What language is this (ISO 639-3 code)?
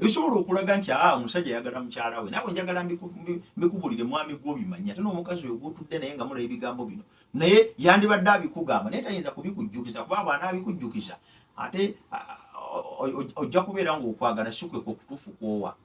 lug